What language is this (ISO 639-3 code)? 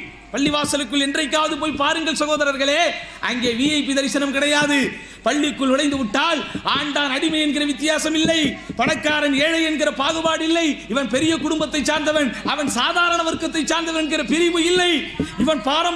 tam